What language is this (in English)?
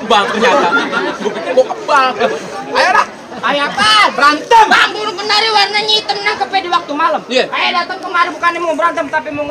Betawi